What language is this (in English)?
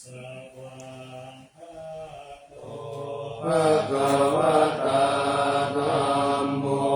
Pali